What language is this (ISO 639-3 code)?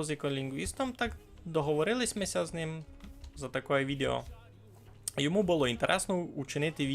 rue